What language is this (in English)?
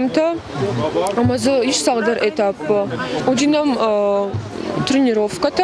Ossetic